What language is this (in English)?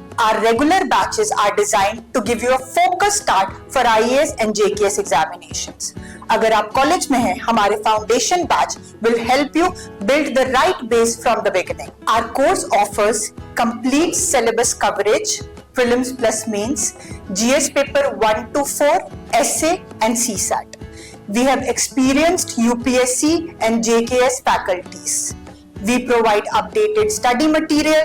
Dogri